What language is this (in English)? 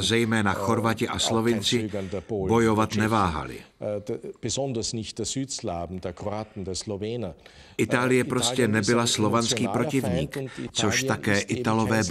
Czech